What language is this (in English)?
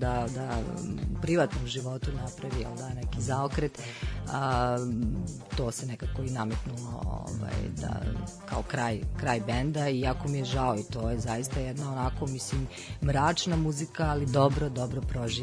Serbian